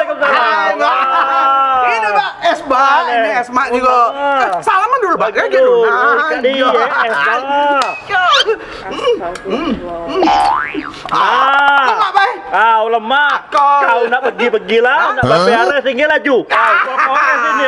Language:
Musi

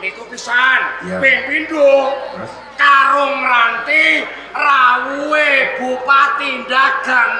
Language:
Javanese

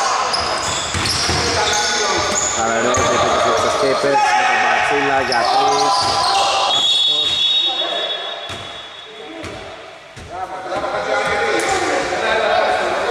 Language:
Greek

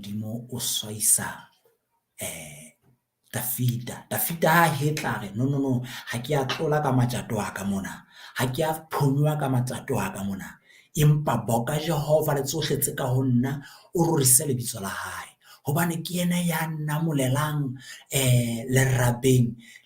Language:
Southern Sotho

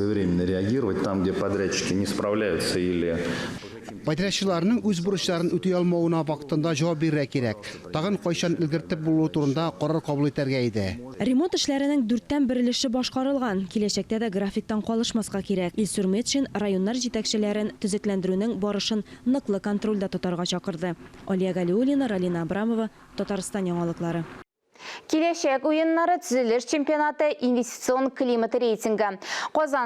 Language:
Tatar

